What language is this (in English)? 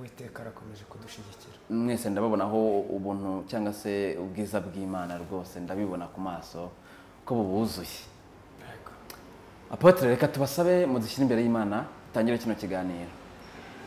Kinyarwanda